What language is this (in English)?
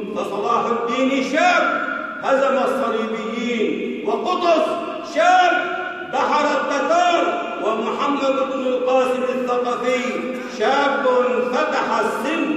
Arabic